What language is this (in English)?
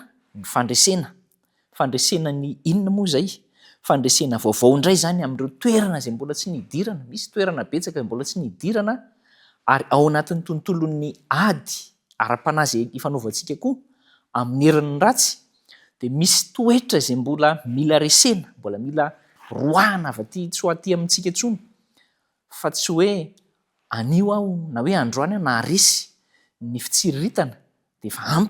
Malagasy